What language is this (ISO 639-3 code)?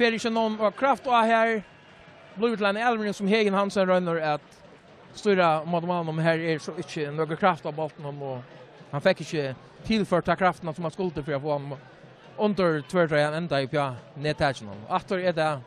fao